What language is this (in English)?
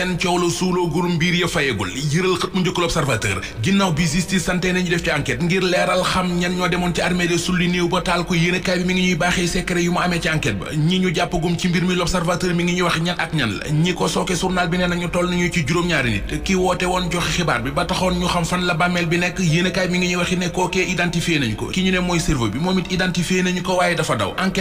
Wolof